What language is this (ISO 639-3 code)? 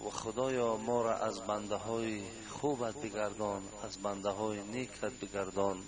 tgk